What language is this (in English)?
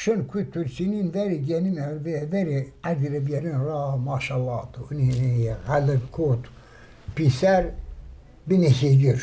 Zaza